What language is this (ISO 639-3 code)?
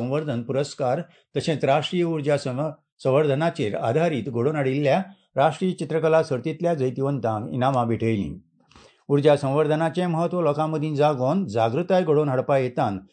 kok